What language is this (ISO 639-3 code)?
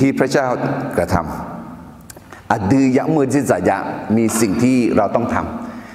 ahk